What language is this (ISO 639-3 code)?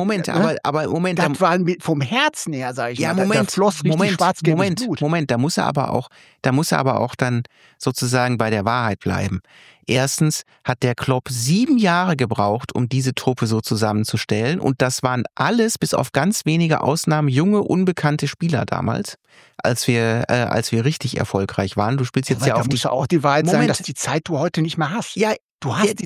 deu